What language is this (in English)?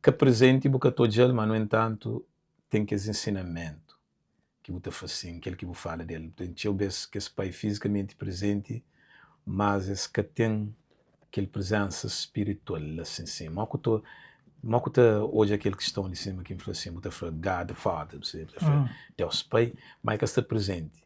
Kabuverdianu